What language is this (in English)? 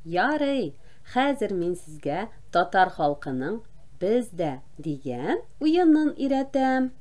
Tatar